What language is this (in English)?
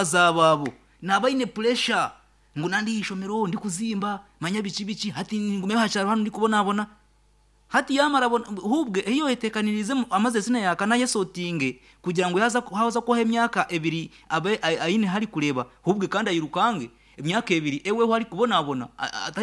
Nyankole